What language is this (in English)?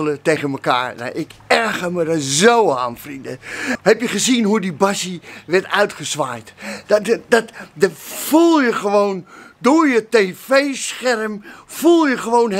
Dutch